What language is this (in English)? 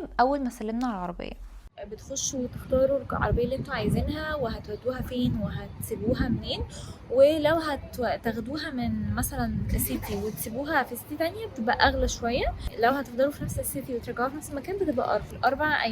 Egyptian Arabic